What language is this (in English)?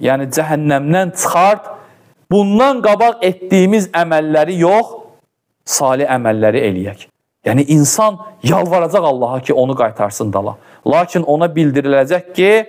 Azerbaijani